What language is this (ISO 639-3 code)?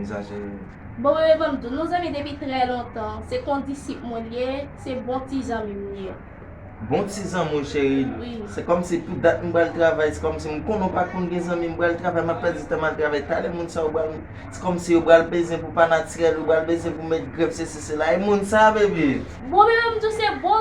hat